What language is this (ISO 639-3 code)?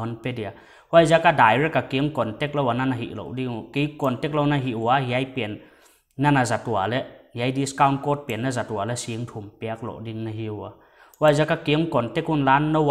pck